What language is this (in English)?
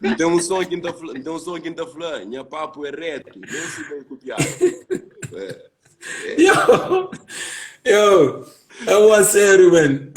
Kabuverdianu